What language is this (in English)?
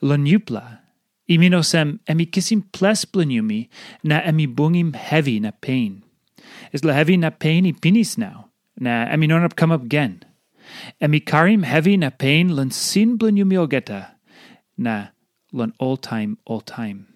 Tok Pisin